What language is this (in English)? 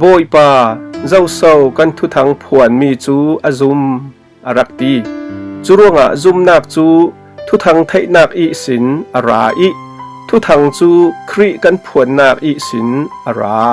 Falam Chin